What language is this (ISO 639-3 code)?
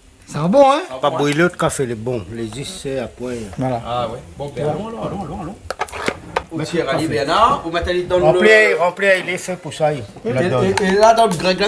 rcf